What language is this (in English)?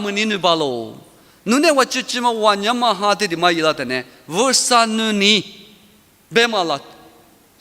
Lisu